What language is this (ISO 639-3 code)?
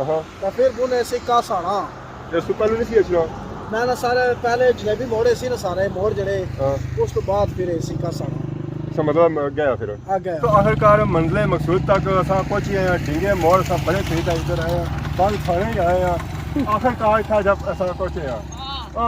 phr